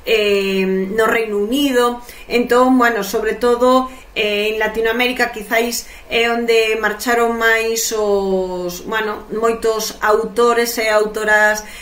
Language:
Galician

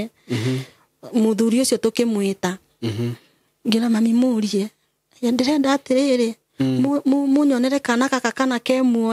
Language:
Kikuyu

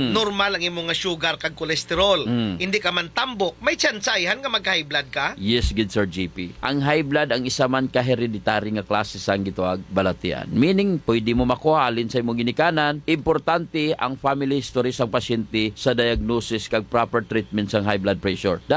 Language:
Hiligaynon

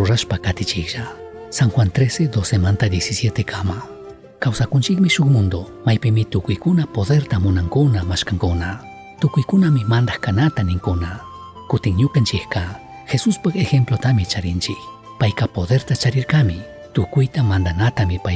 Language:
Chimborazo Highland Quichua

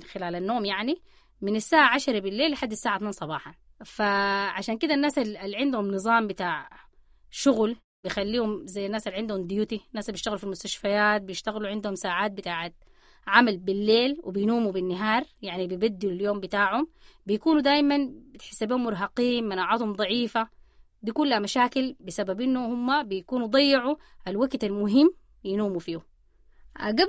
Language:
Sudanese Arabic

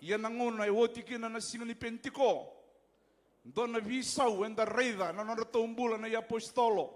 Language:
Fijian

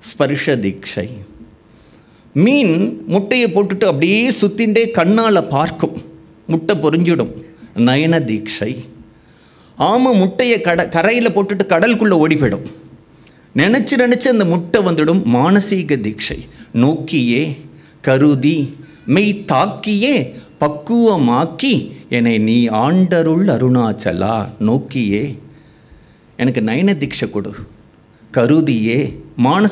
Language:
Tamil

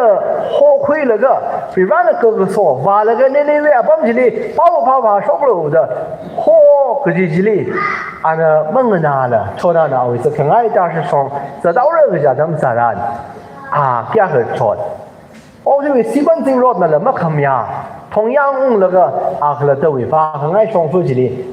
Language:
Tangkhul Naga (India)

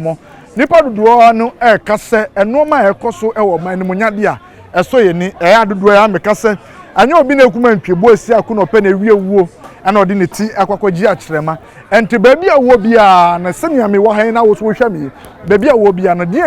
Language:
Akan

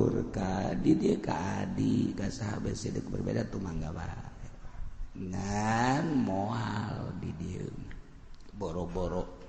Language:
Sundanese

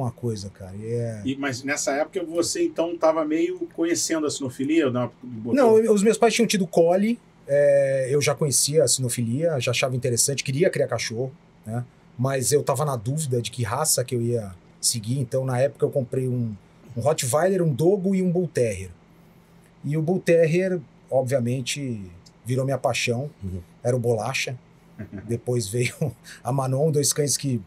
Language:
Portuguese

